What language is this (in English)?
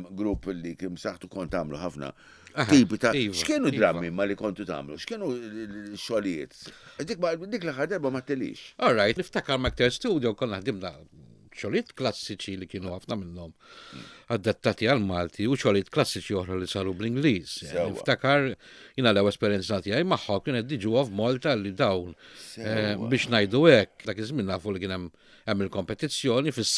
Maltese